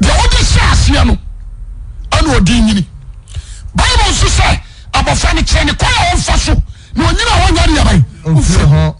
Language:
Akan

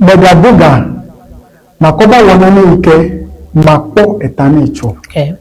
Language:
Ewe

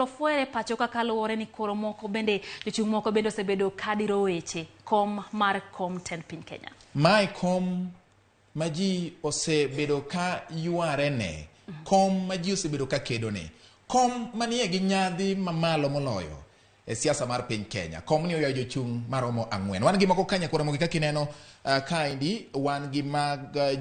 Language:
Luo (Kenya and Tanzania)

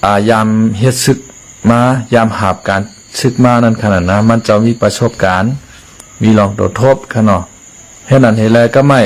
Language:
Shan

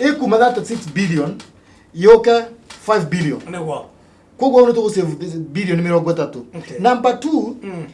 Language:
Kikuyu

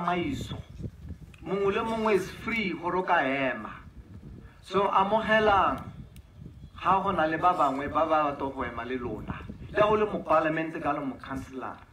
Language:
Tswana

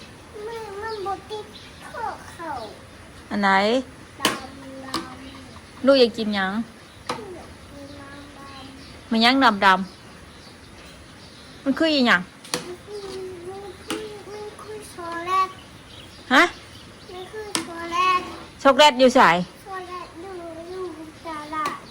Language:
Northeastern Thai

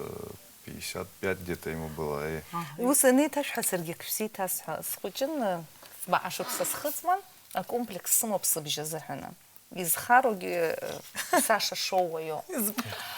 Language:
Abkhazian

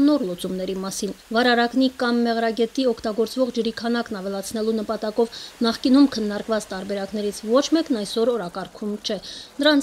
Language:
Armenian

